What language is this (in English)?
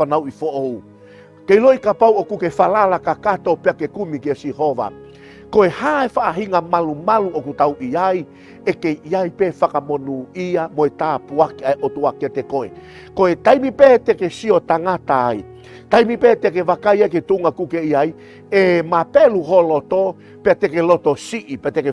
Tongan